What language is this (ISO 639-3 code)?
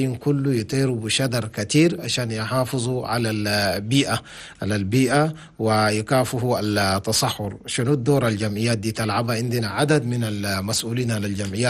shu